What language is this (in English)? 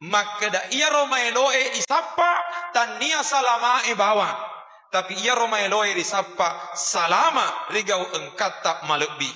Buginese